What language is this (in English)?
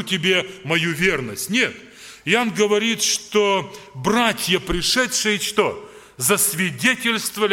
Russian